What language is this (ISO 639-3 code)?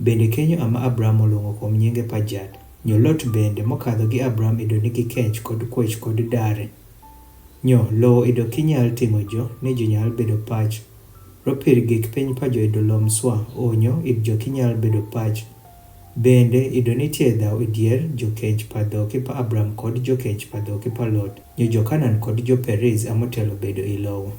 adh